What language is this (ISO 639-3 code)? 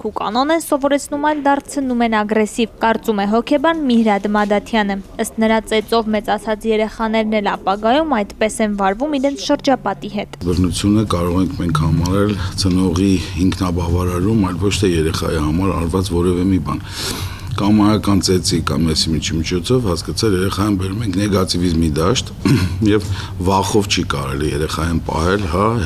hye